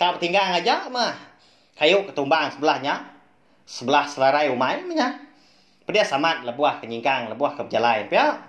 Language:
Iban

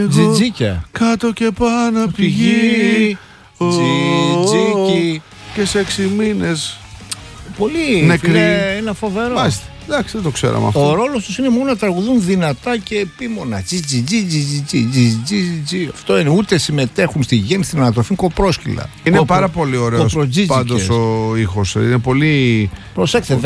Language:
Greek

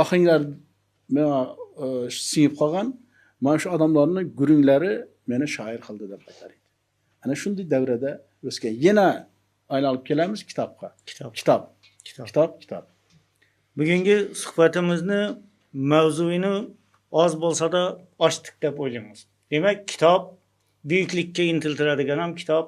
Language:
Uzbek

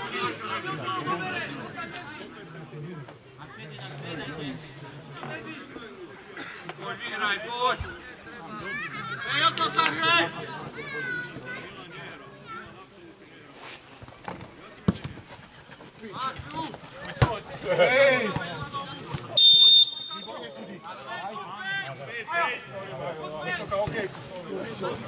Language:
Slovak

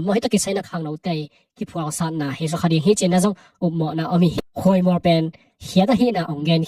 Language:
Tedim Chin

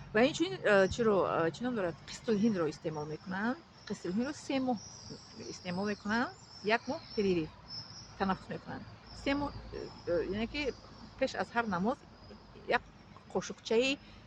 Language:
Tajik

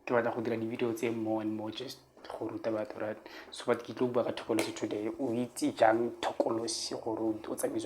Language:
Tswana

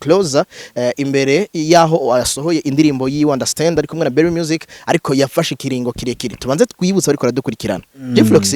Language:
Rundi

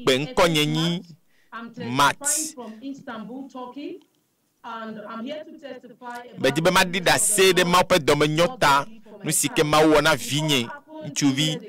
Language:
Ewe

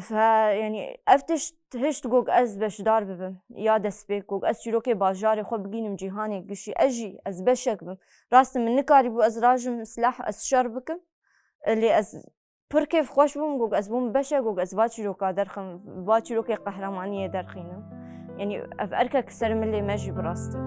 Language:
Kurdish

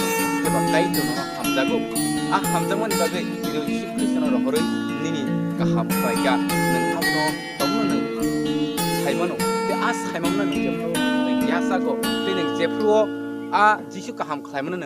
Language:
Kok Borok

